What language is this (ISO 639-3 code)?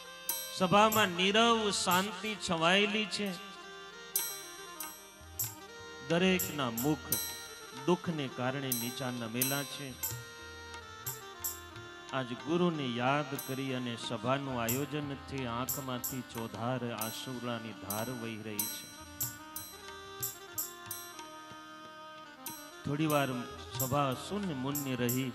guj